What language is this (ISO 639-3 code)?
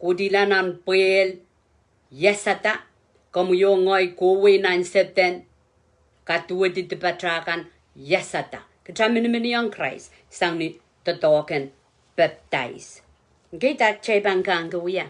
pon